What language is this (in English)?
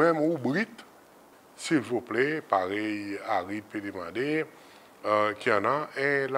Seselwa Creole French